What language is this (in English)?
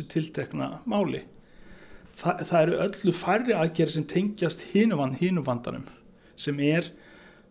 Icelandic